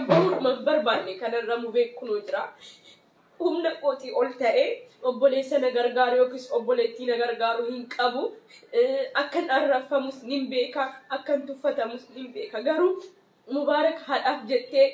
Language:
Oromo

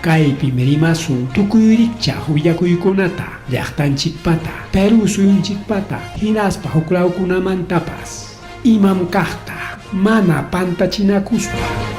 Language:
Ayacucho Quechua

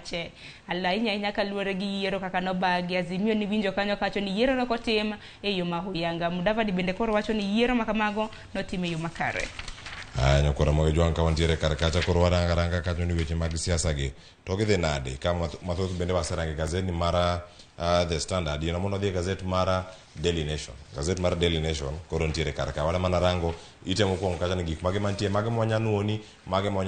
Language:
Luo (Kenya and Tanzania)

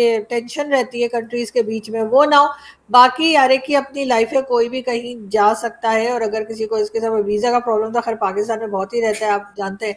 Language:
Urdu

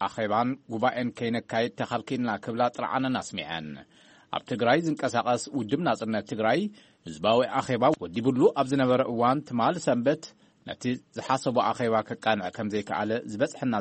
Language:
Tigrinya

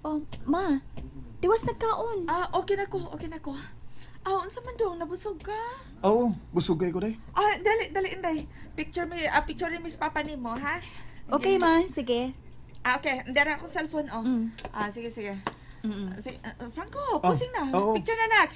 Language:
Cebuano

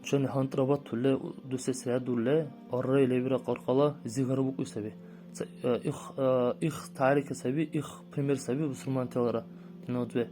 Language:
Dargwa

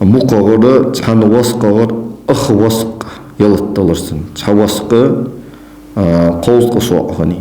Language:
Ingush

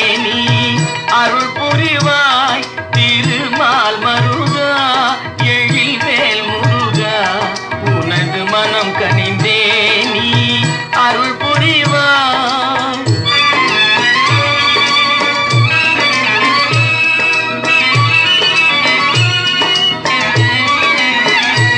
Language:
Tamil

